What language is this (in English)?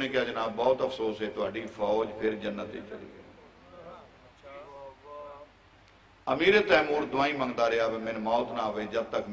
Urdu